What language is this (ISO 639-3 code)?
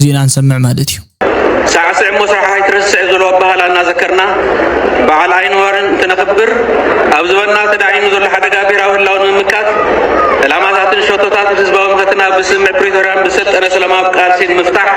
tir